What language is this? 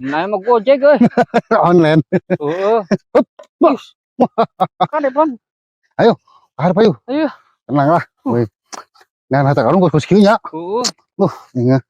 Sundanese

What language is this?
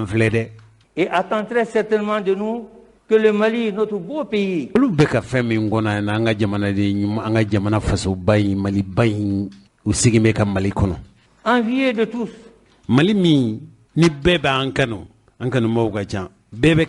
Bambara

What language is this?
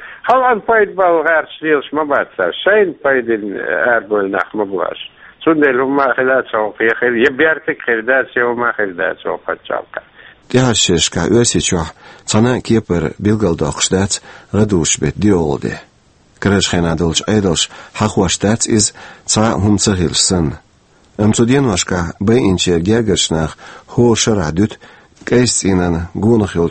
Chechen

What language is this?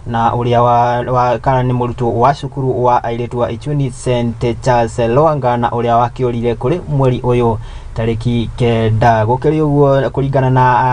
Kikuyu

